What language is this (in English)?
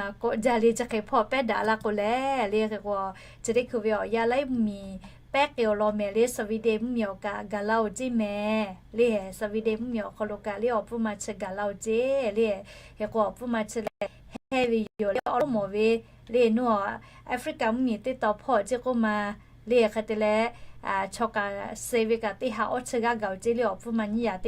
Lahu